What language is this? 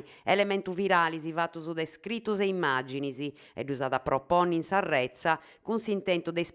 Sardinian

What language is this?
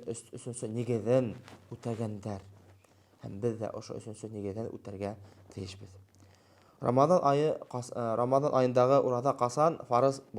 Bashkir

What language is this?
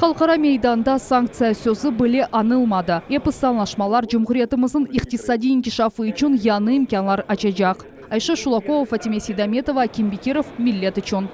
Crimean Tatar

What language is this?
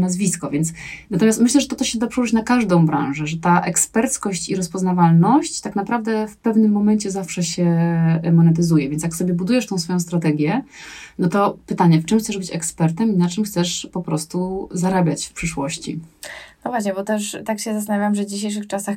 Polish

